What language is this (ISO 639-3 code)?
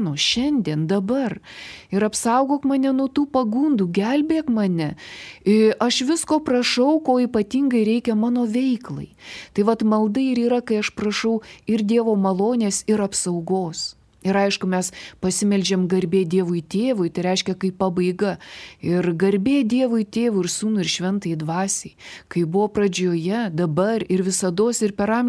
lit